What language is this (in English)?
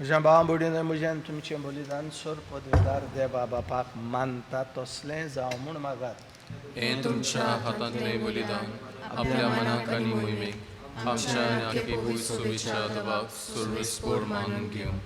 Konkani